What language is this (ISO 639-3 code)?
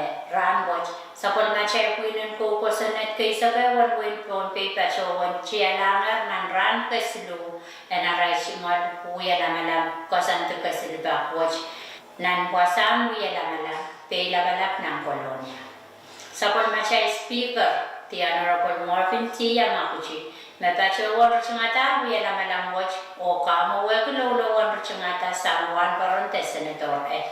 pon